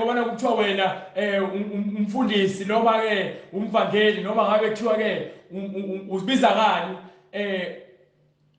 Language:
Zulu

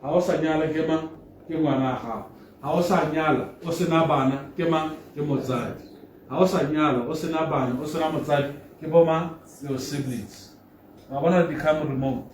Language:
Tswana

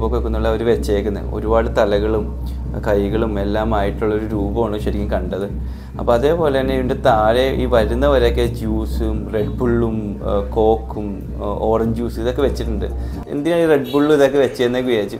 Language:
Malayalam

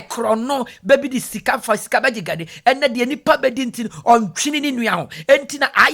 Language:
Akan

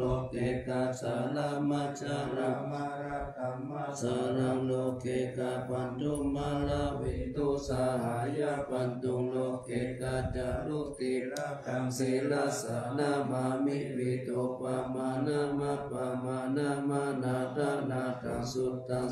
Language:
Pali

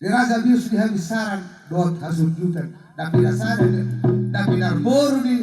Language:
Batak Toba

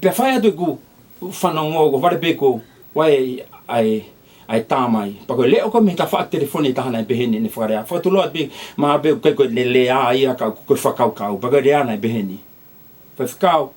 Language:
Tongan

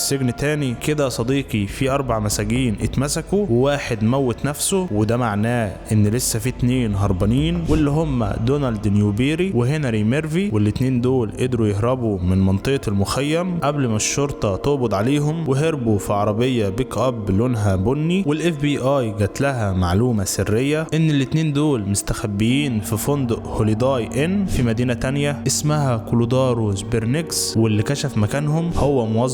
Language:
Egyptian Arabic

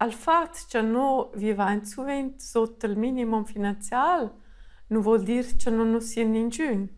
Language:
Romansh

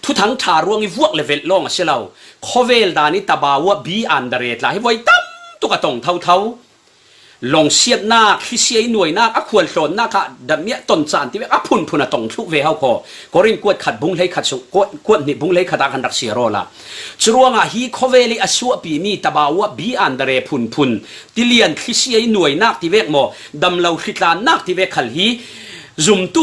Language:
Falam Chin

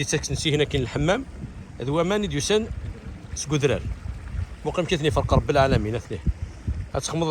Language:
Kabyle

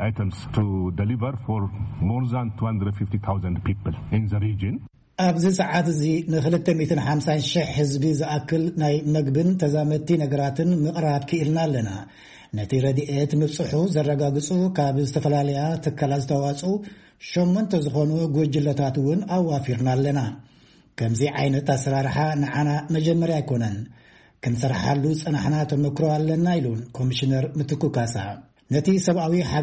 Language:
Tigrinya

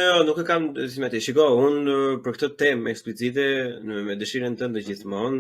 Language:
Albanian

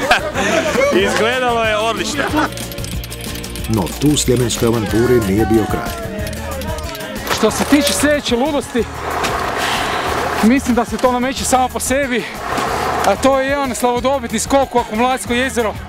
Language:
Croatian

